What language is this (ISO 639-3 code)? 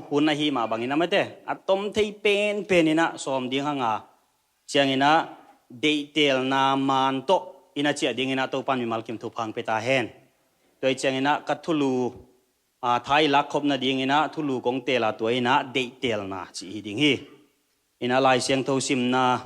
ctd